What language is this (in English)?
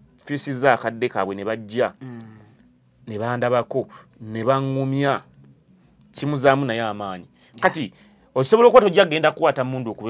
Ganda